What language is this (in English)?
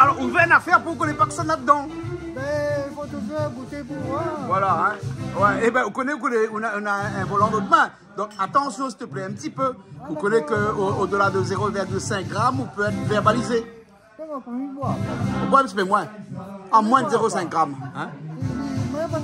Réunion Creole French